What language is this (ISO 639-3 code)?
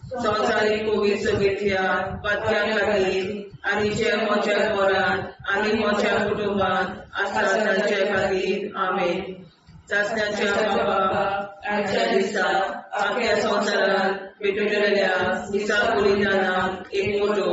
kok